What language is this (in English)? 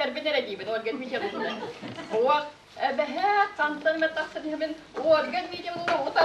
Yakut